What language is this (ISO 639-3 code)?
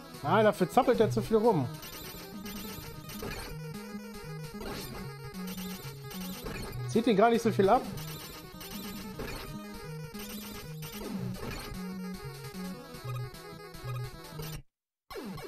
deu